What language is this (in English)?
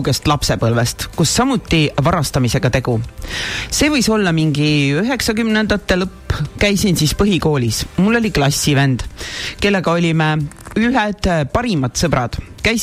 Estonian